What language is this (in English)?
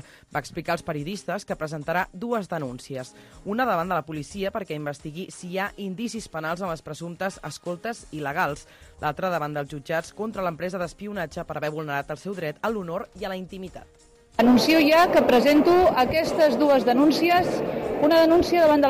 Catalan